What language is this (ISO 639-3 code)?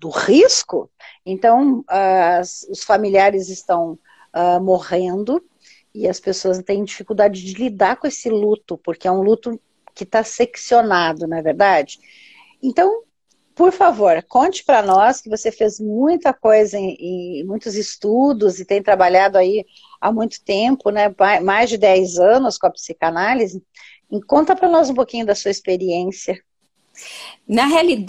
por